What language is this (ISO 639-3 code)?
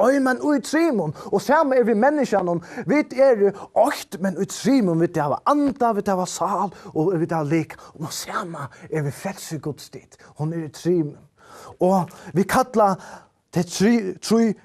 fao